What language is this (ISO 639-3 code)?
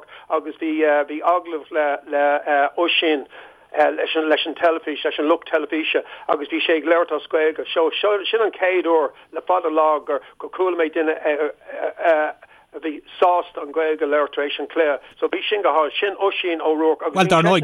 gle